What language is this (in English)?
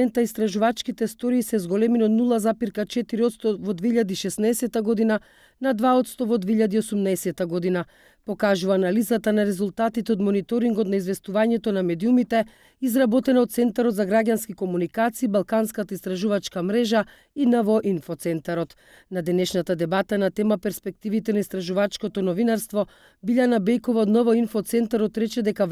Macedonian